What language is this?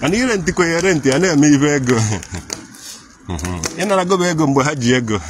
Igbo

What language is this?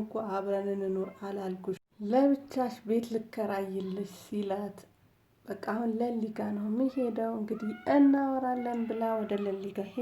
Amharic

